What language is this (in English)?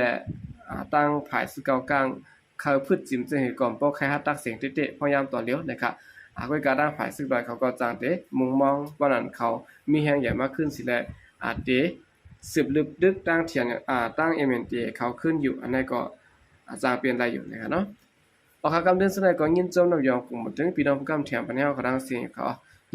Shan